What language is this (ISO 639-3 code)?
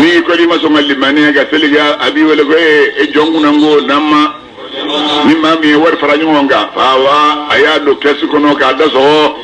bam